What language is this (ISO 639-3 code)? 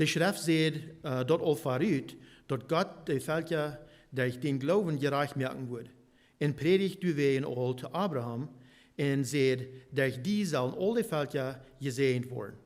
pdt